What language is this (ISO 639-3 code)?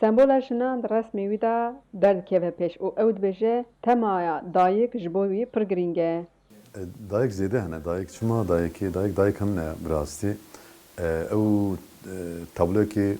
kur